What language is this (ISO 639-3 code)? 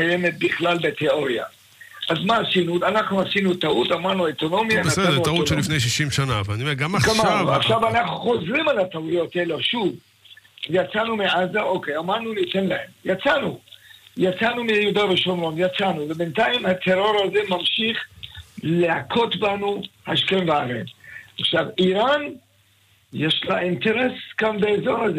heb